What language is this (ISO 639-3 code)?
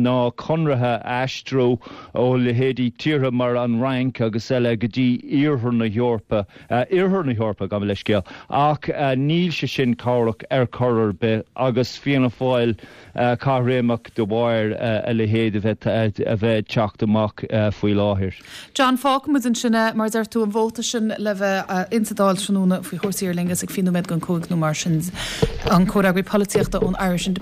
gle